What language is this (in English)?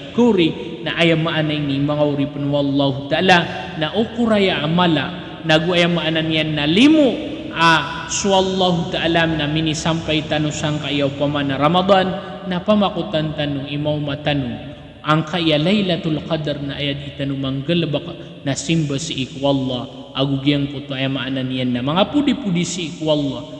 Maranao